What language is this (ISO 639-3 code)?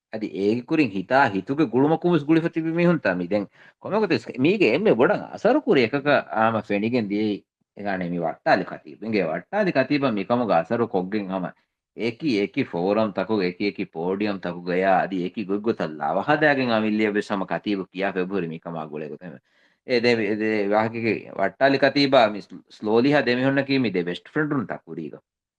div